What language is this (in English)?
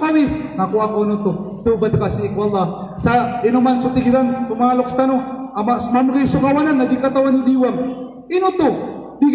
Maranao